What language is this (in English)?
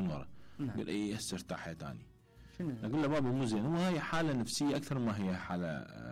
Mesopotamian Arabic